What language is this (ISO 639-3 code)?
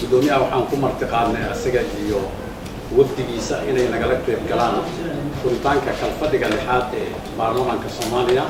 som